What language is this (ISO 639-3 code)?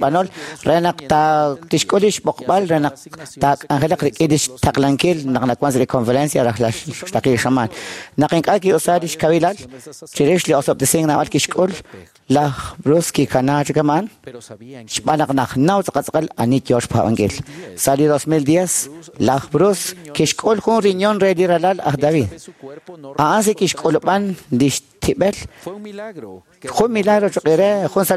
kek